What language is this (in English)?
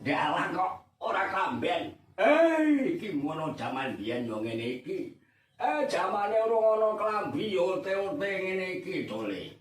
Javanese